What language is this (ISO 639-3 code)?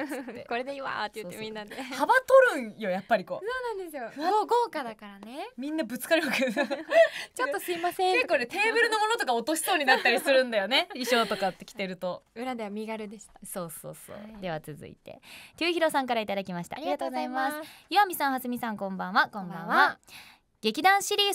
jpn